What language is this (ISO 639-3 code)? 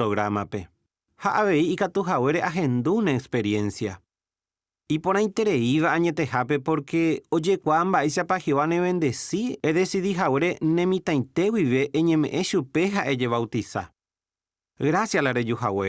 grn